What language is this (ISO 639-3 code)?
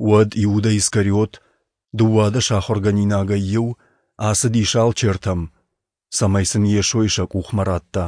oss